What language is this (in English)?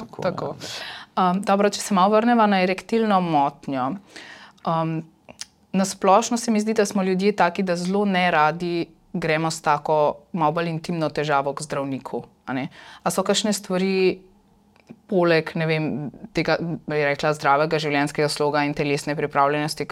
Slovenian